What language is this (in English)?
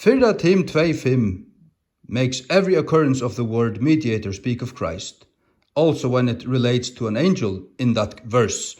Faroese